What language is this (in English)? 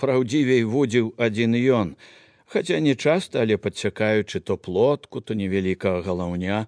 Belarusian